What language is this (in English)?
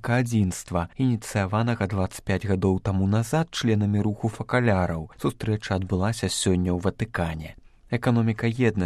Belarusian